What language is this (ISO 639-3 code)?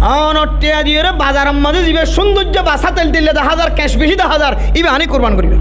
rhg